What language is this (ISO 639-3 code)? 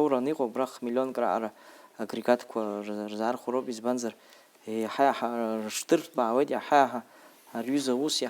abk